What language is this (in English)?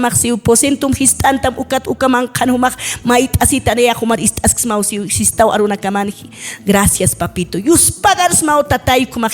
Aymara